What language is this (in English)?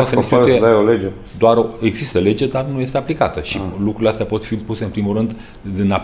Romanian